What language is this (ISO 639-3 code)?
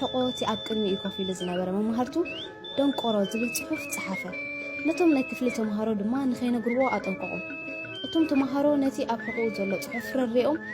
tir